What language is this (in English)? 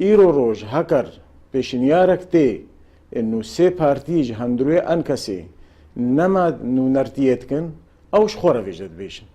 Kurdish